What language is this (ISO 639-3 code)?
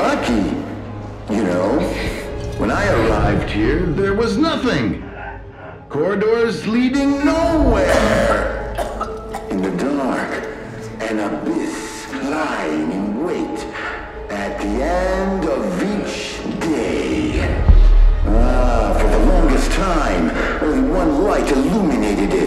eng